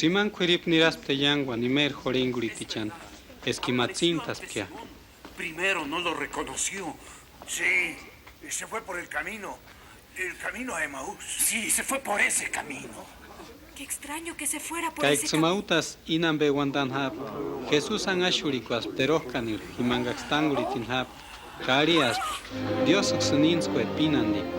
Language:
Purepecha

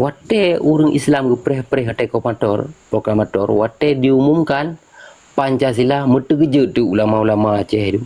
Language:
Achinese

